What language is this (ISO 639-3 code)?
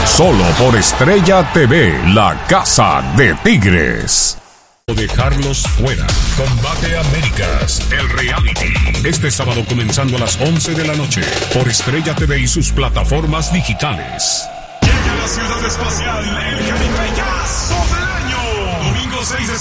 spa